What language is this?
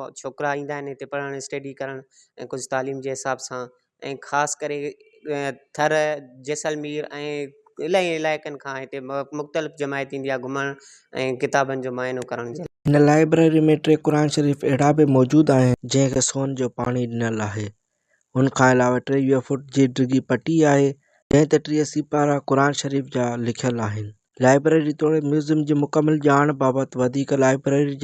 Sindhi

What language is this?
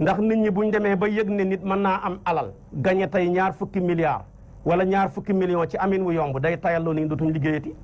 Wolof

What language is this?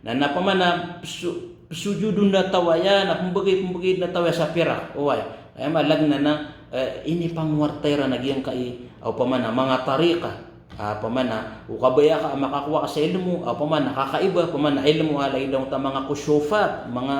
Maranao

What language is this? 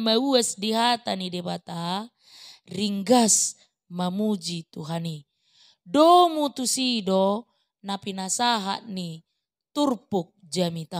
Batak Toba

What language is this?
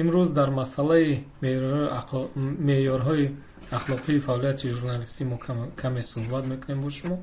Tajik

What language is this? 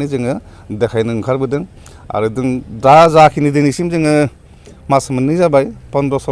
Bodo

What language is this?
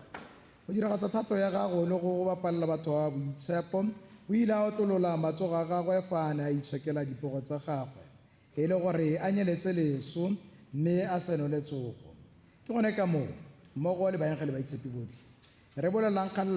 Tswana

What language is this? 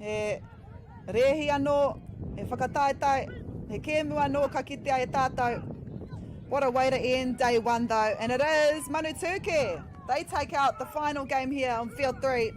Māori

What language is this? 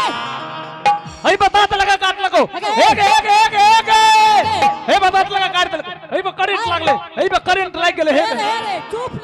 Angika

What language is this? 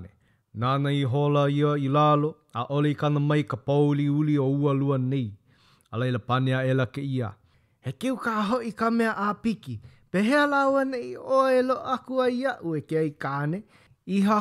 Hawaiian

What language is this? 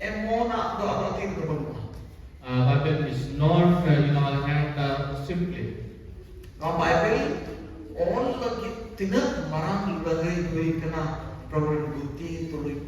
Santali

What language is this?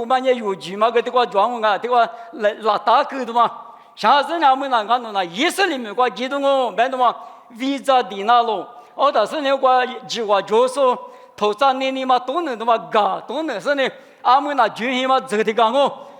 Lisu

